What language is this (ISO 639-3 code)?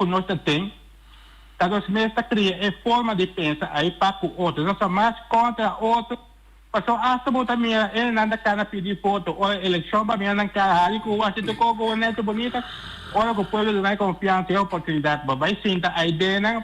pap